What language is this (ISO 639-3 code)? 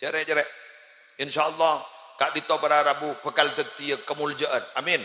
mad